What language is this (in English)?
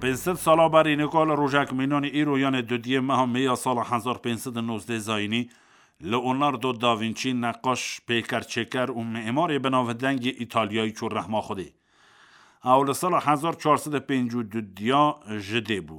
Kurdish